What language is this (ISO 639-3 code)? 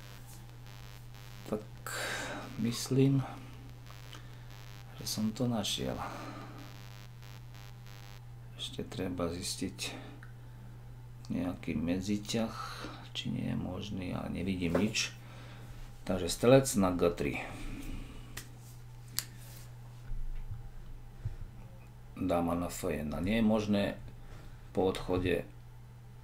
slk